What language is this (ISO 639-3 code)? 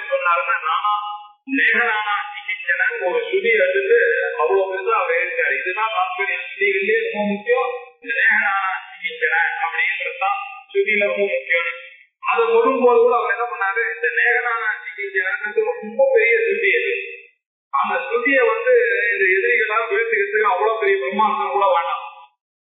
tam